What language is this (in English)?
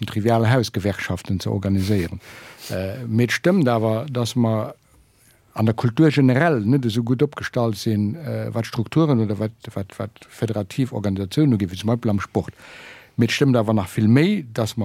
Luxembourgish